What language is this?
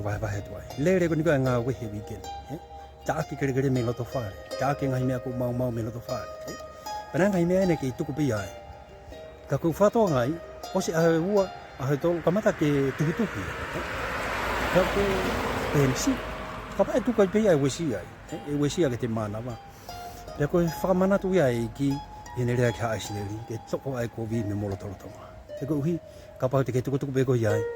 Tongan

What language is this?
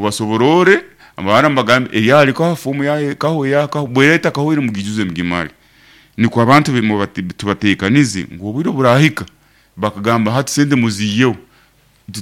Nyankole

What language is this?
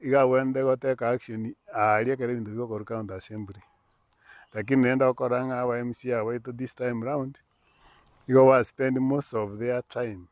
Gusii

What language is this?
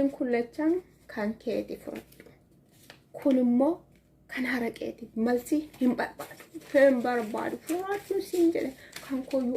Oromo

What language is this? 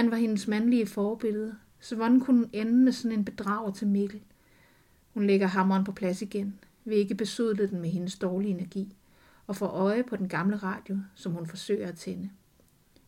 Danish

